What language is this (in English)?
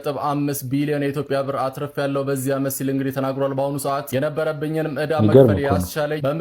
Amharic